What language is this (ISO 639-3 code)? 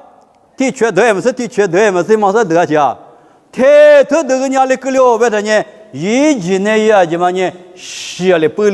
lis